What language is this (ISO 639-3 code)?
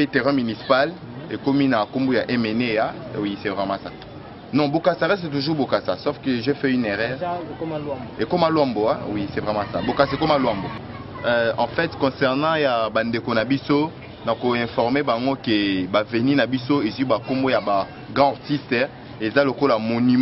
lin